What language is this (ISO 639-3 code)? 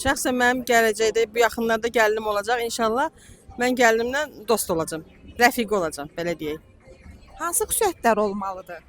aze